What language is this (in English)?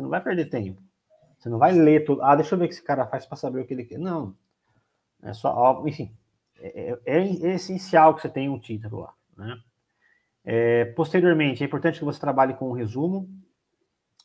Portuguese